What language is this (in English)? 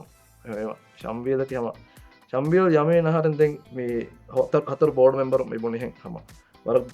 Divehi